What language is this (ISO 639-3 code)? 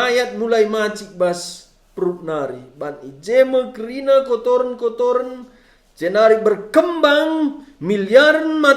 btx